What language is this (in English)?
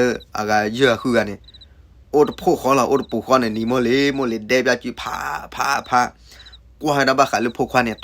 S'gaw Karen